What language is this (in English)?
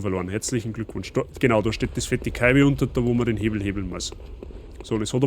Bavarian